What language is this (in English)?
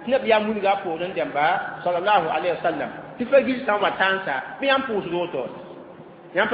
Mossi